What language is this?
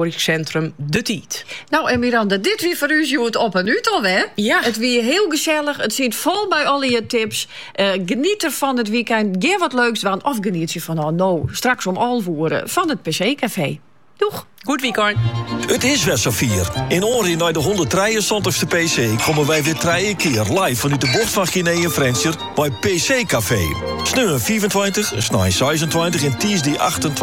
Dutch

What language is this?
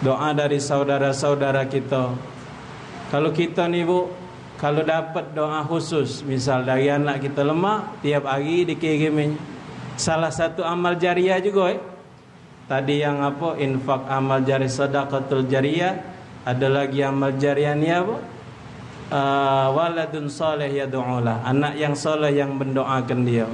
Musi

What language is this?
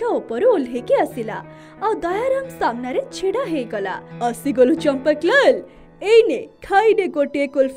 Odia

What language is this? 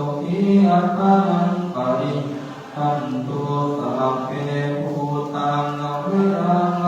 Pali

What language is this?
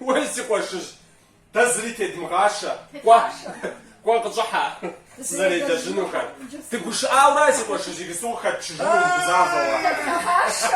Kabardian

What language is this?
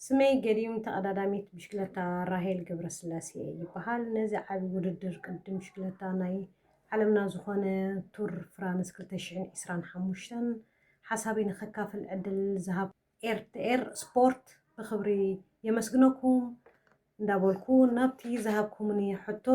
Tigrinya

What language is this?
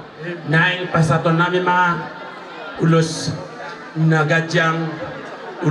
Batak Toba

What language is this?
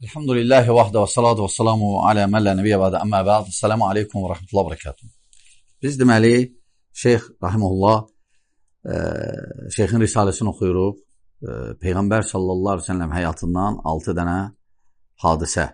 Azerbaijani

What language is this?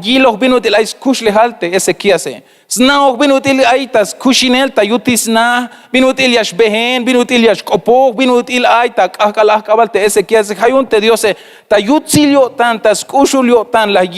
Tzeltal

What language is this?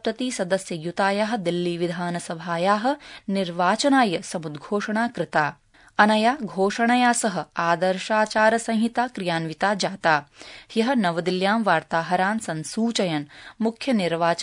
Sanskrit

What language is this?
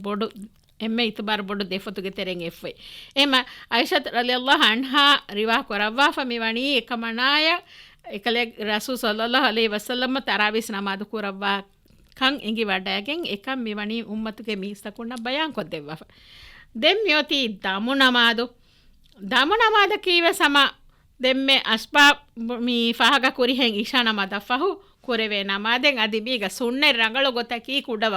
Divehi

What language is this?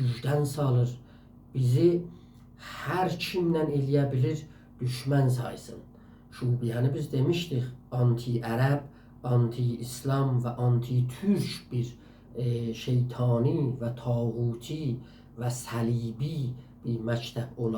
South Azerbaijani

